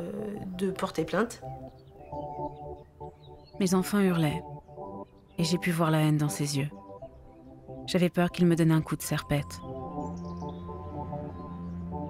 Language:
French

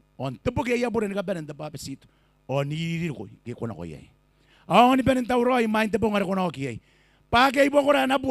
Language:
Gilbertese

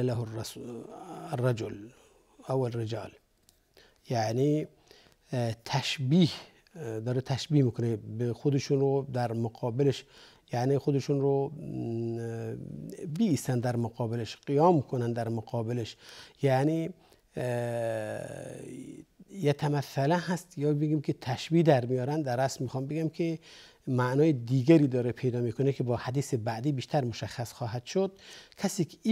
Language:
Persian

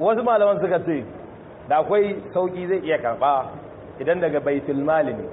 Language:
Hausa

